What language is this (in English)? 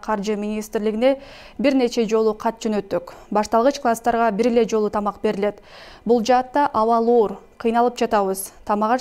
Kyrgyz